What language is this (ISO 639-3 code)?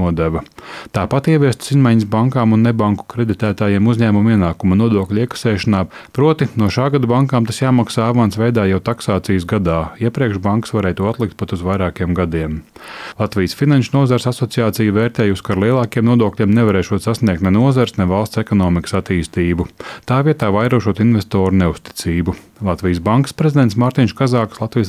lav